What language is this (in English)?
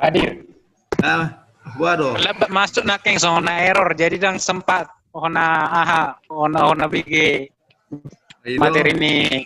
Batak Toba